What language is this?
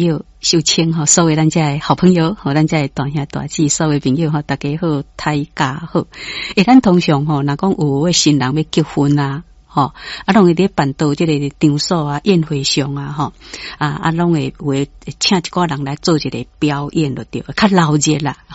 Min Nan Chinese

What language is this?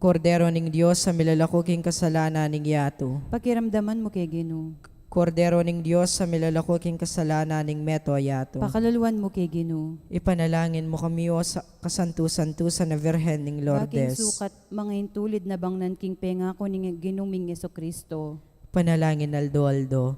Pampanga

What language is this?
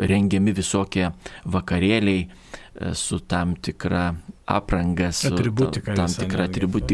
Lithuanian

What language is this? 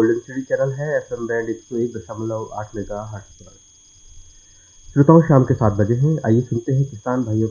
Hindi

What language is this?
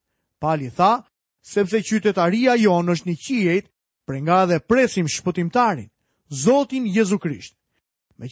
Albanian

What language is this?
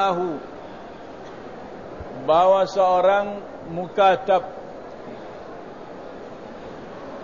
Malay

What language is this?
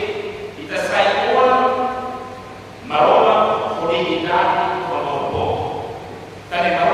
Tetum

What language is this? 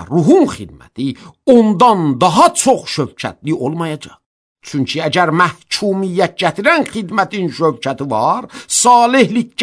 Azerbaijani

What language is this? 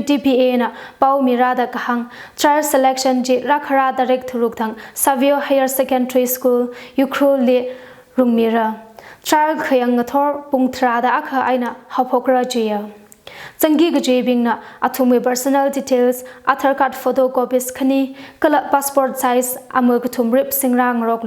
Tangkhul Naga (India)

